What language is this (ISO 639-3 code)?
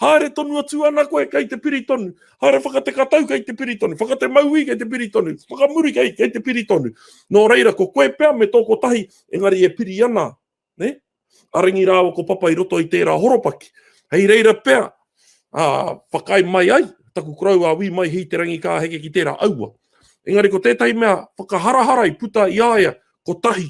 mri